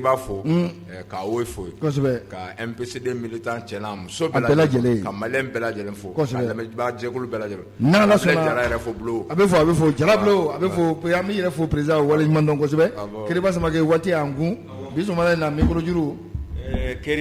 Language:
Bambara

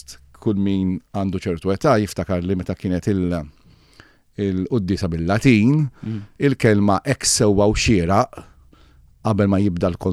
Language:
Maltese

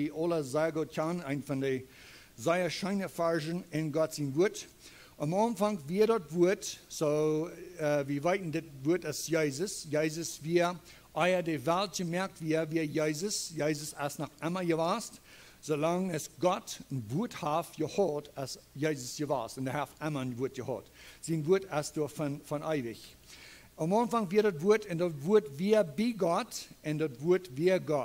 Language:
Plautdietsch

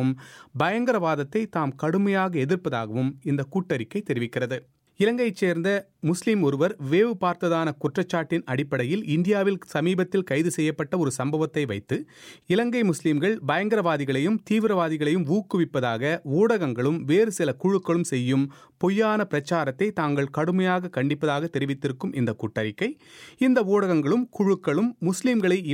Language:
Tamil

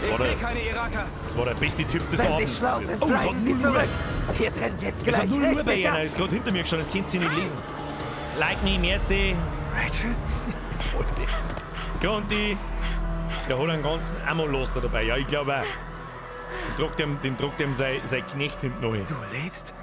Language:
Bavarian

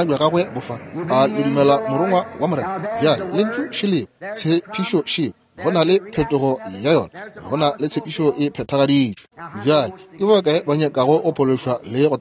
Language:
Northern Sotho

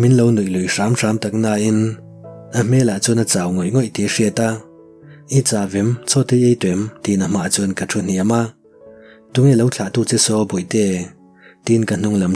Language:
Mizo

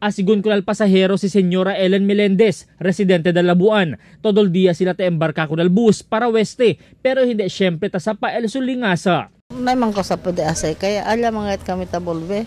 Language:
Chavacano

